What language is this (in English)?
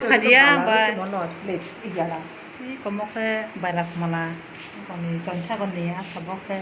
Kok Borok